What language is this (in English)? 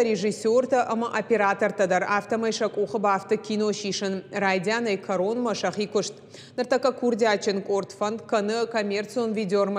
Ossetic